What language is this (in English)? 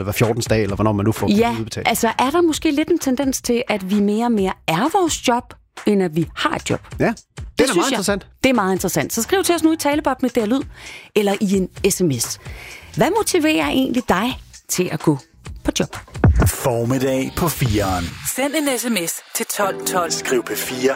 Danish